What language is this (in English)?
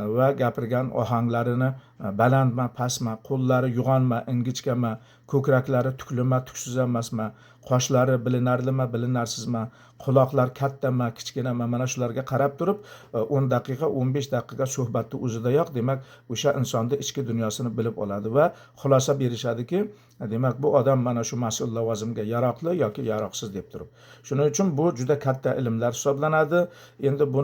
Uzbek